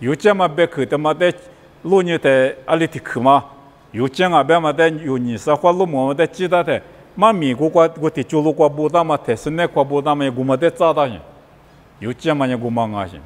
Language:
Lisu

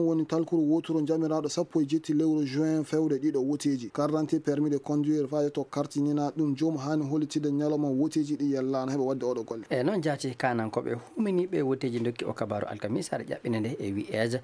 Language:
Maasina Fulfulde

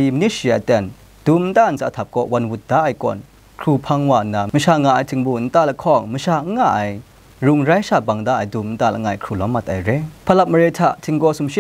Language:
Kachin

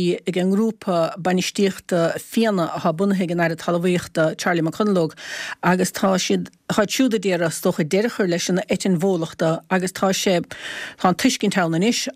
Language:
Irish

